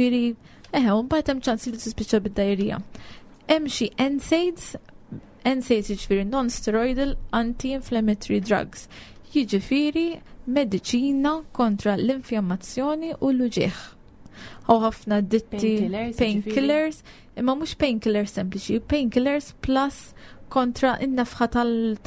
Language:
Maltese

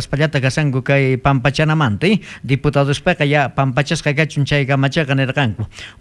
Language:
South Bolivian Quechua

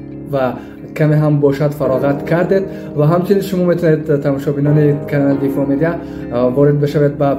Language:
Tajik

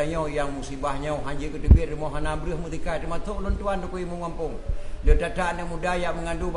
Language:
Achinese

